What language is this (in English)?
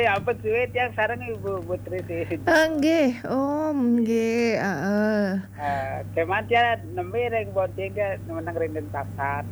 Balinese